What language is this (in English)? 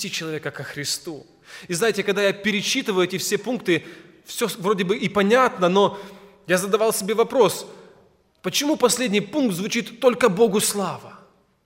Russian